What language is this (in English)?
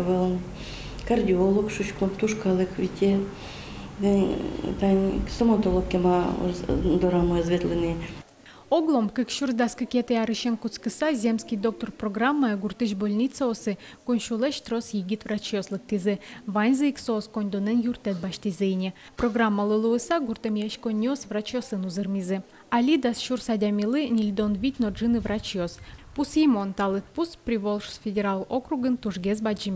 Udmurt